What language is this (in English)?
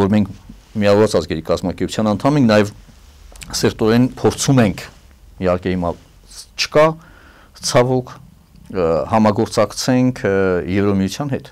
Armenian